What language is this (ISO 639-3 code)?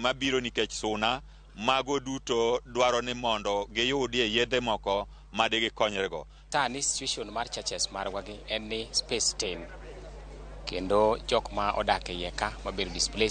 luo